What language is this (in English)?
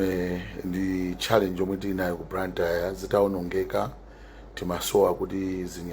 Nyanja